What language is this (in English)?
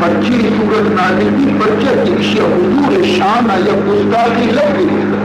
Baluchi